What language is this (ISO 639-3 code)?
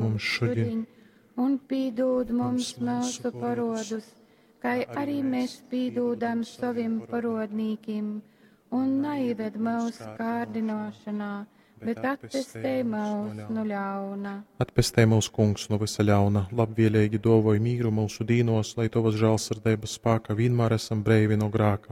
ltg